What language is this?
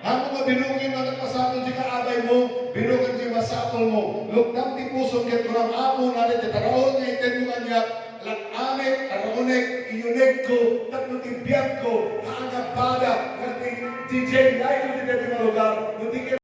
Iloko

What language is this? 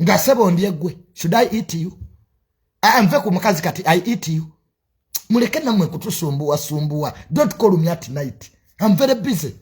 Ganda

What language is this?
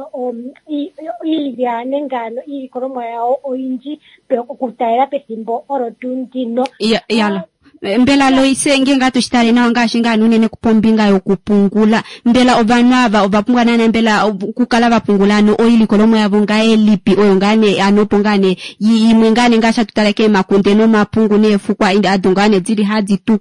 Kuanyama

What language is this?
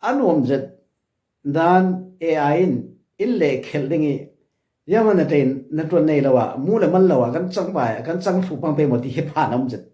Falam Chin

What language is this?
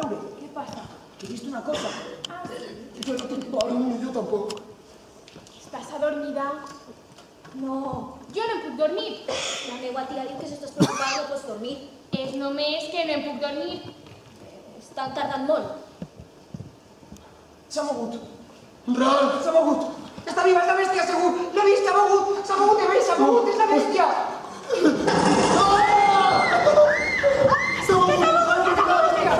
Catalan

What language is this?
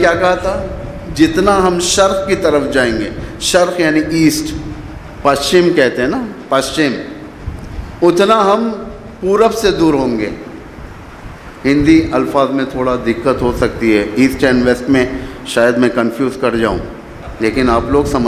Urdu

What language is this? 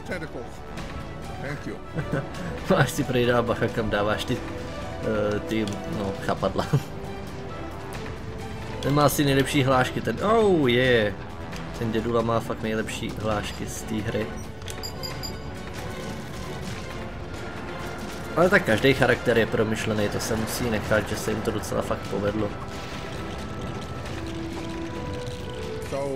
Czech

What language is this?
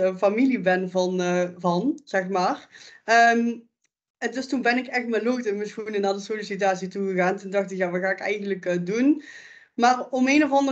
Dutch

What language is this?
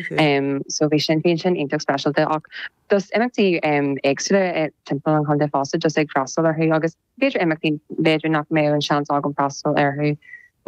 Irish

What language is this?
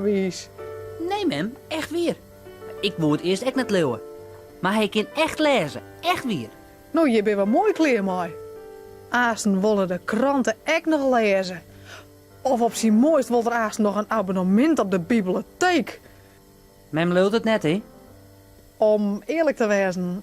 Western Frisian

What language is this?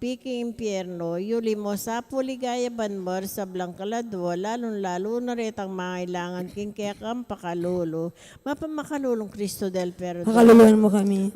Pampanga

